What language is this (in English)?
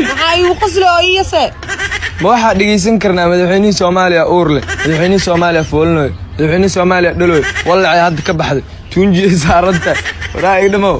Somali